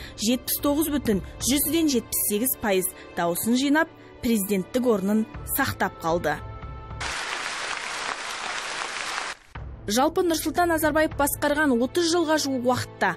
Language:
Kazakh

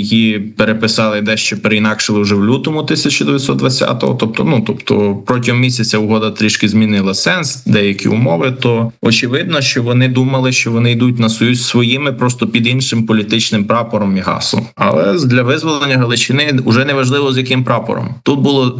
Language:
Ukrainian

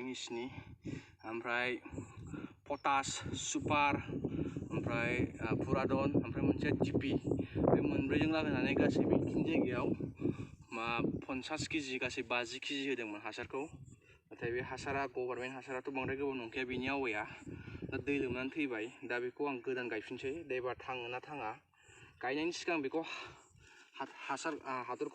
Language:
Bodo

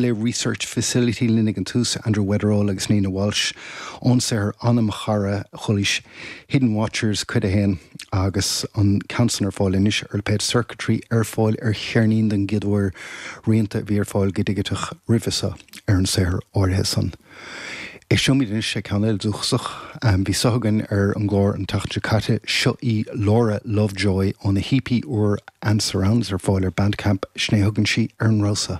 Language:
Irish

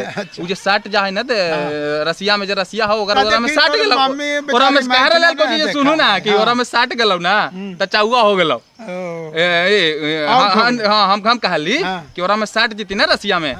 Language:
Magahi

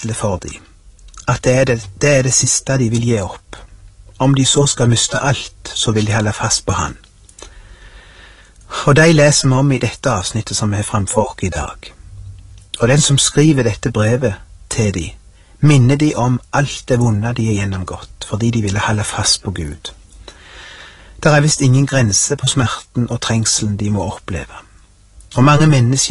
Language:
Norwegian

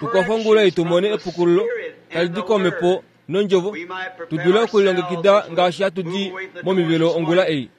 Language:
Kuanyama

